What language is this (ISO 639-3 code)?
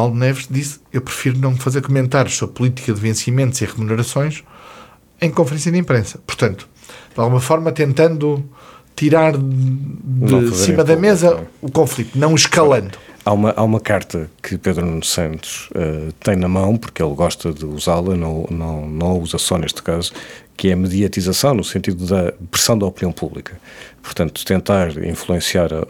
por